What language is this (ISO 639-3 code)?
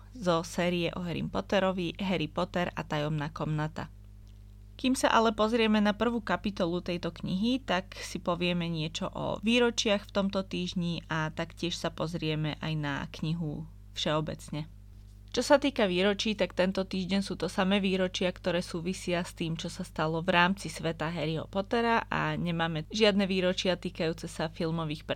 slk